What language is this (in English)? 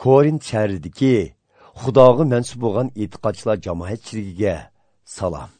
Uyghur